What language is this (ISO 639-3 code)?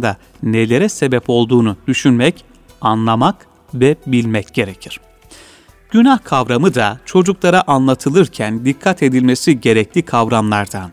tur